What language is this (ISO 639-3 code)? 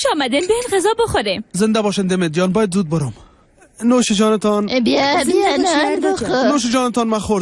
fas